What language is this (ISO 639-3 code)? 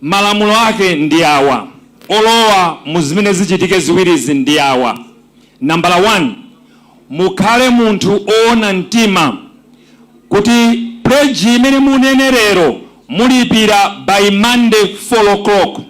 nya